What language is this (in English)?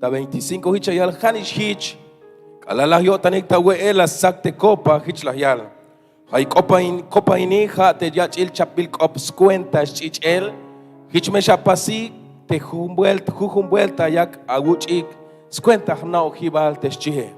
Tzeltal